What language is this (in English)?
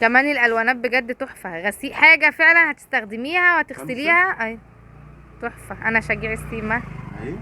Egyptian Arabic